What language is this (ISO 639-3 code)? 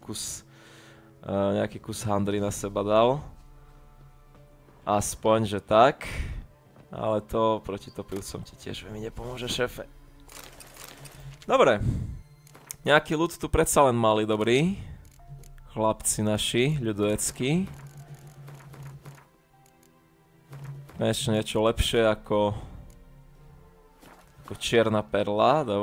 slk